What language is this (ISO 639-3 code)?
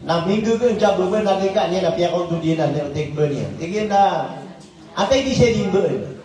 mrw